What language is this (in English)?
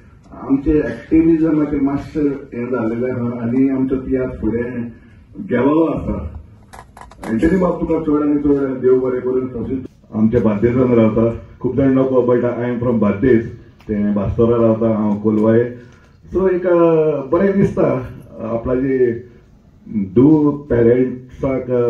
Konkani